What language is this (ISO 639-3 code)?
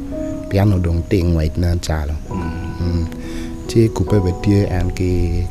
ach